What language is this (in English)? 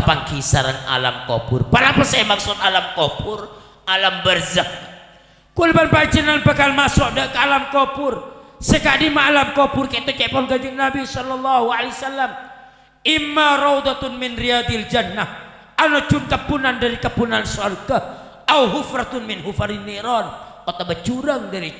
Madurese